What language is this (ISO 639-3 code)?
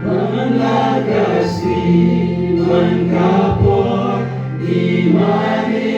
kha